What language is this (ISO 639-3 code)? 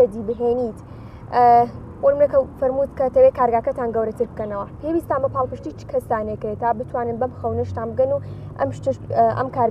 ckb